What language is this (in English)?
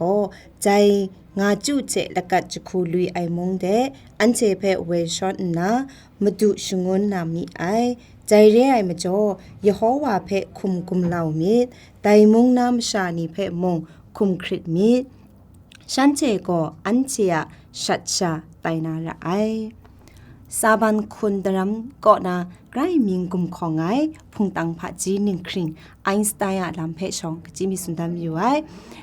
Kachin